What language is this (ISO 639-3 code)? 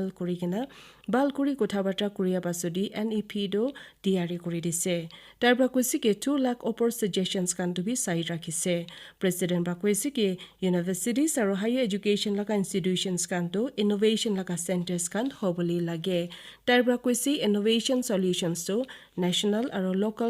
nag